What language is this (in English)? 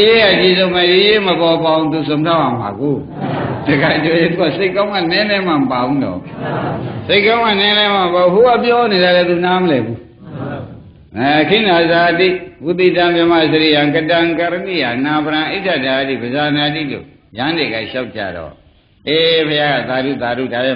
Burmese